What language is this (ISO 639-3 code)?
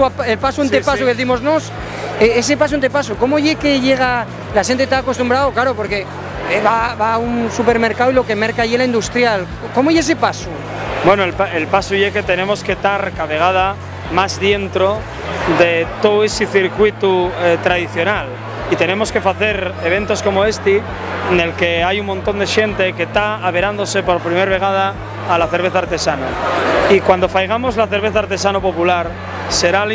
ast